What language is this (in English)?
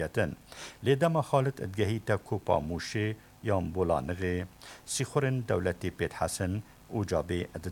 Kurdish